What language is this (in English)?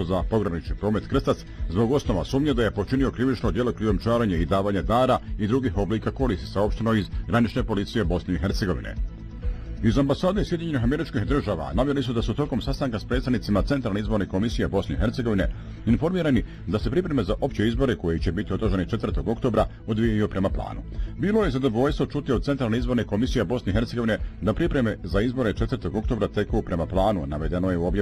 Bosnian